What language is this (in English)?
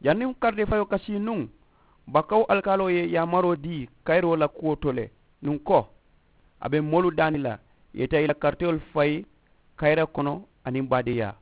Mandingo